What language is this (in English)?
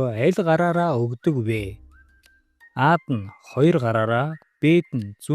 Mongolian